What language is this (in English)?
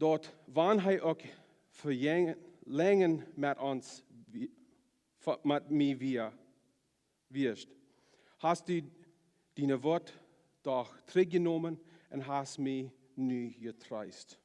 Plautdietsch